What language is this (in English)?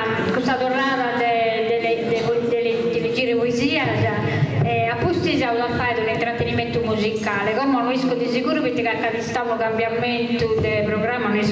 Sardinian